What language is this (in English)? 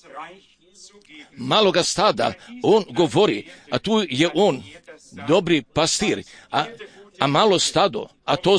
Croatian